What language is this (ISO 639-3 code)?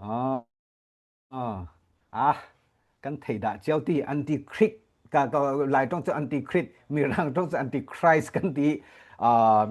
cfm